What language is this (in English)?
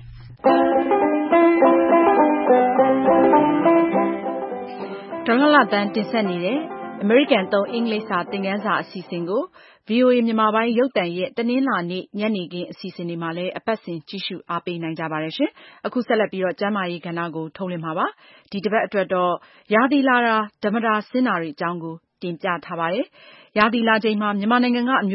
Burmese